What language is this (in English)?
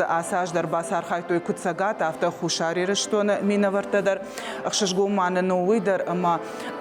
Ossetic